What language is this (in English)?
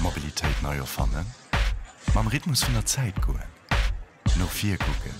Luxembourgish